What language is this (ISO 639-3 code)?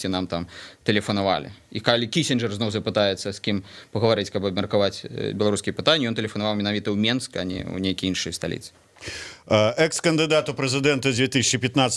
bel